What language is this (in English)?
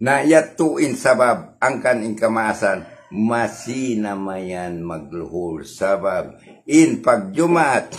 Tausug